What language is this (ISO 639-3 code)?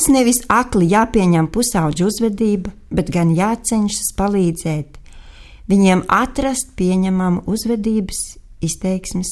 lav